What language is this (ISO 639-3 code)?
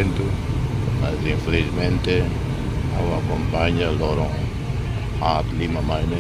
tet